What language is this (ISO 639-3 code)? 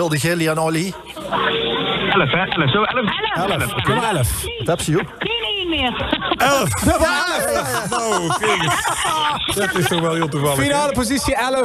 lim